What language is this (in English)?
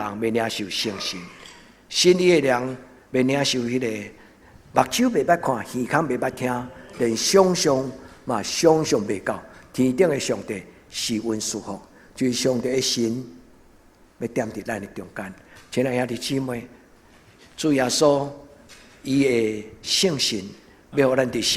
Min Nan Chinese